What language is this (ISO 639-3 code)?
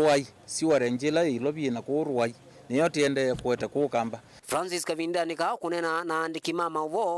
kam